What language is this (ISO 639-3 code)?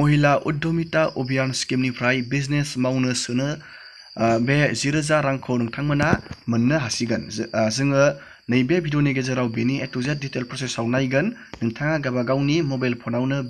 brx